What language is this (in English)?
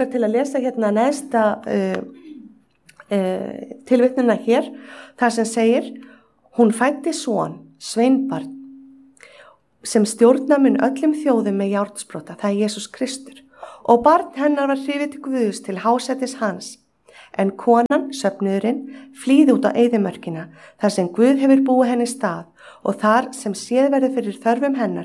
Icelandic